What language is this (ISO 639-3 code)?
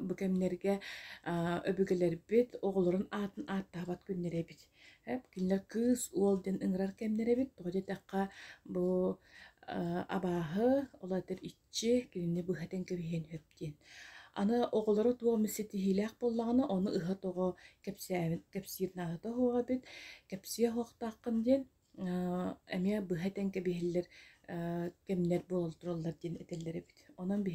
sah